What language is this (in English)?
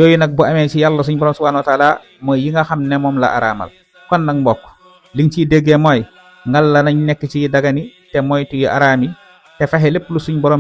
Wolof